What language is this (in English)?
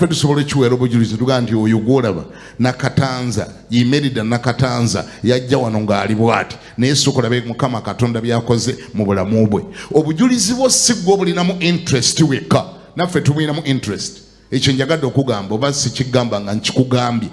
Ganda